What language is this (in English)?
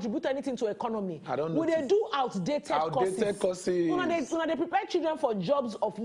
Nigerian Pidgin